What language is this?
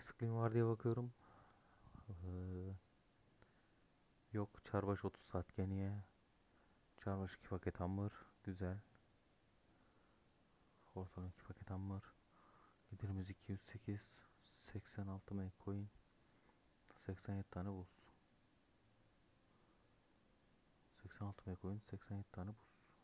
Turkish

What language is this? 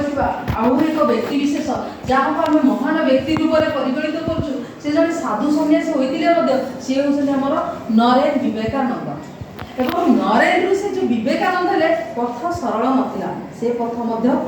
Odia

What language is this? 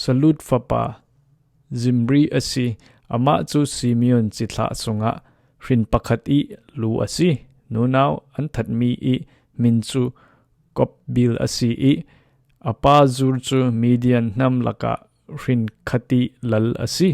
Falam Chin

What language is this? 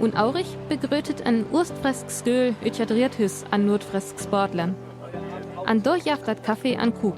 Northern Frisian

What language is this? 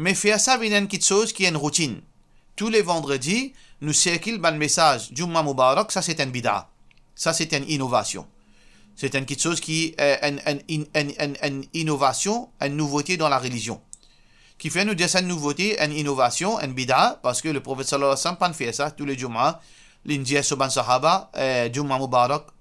Morisyen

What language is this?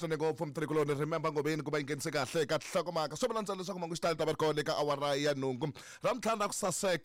Tsonga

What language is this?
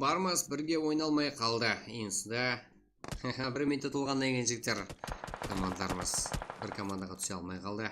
Kara-Kalpak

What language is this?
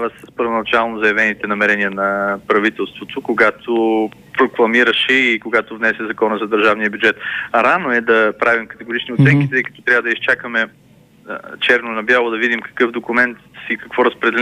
Bulgarian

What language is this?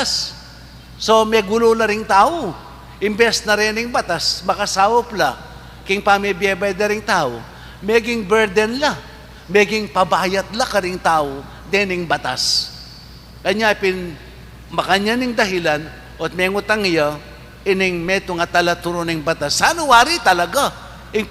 Pampanga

